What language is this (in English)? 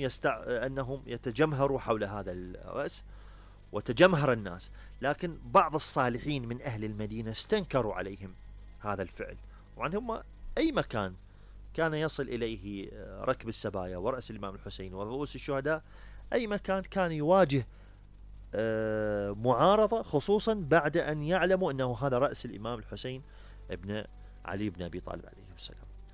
Mesopotamian Arabic